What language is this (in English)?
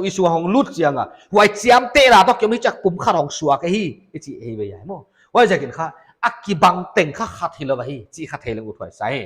Paite Chin